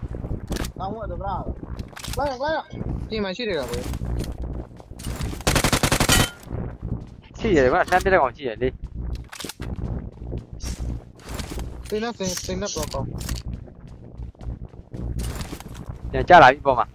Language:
Burmese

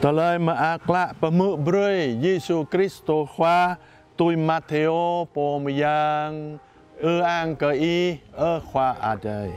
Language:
Jarai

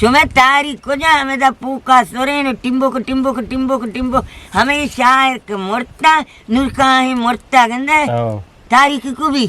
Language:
Eastern Balochi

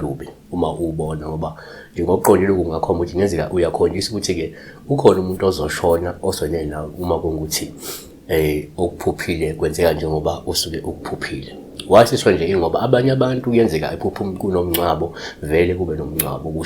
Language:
Zulu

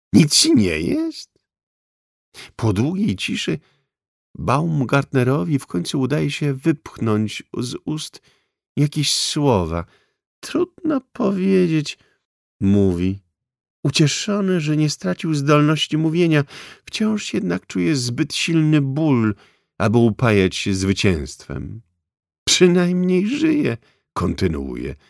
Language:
Polish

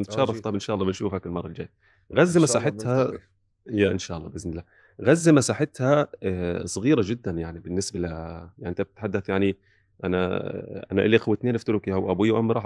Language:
North Levantine Arabic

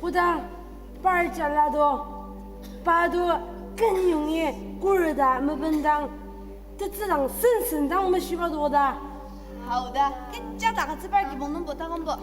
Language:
Ao Naga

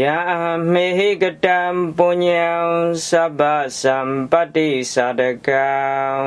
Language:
Pali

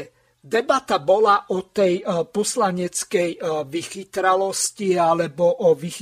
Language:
Slovak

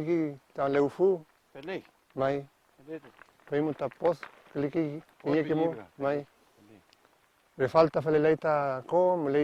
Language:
Mapuche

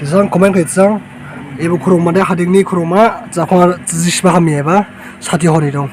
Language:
Dimasa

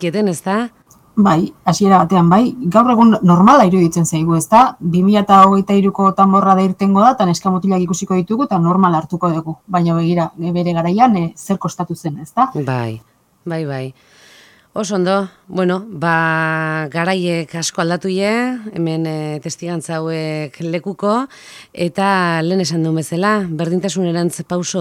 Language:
Basque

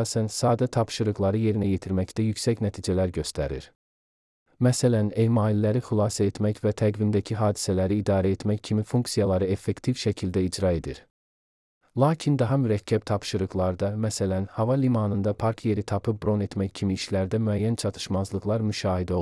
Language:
Azerbaijani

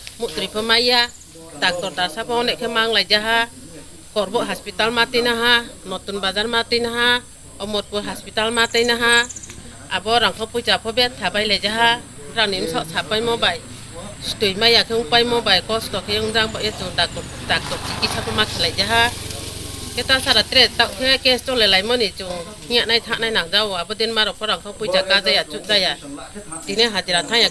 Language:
Riang (India)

